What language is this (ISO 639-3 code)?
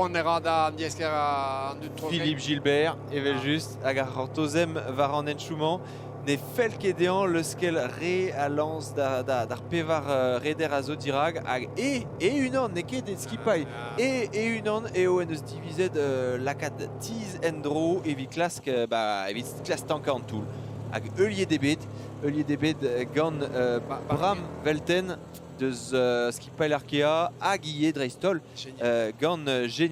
bre